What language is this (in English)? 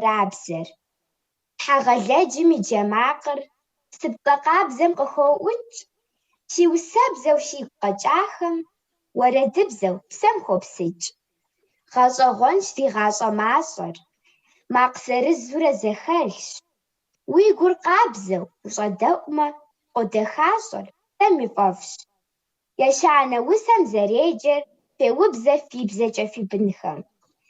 Kabardian